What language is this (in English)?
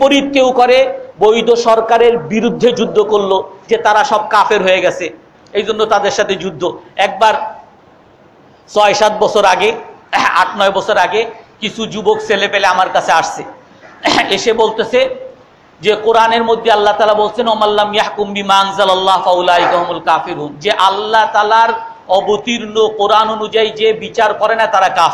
Bangla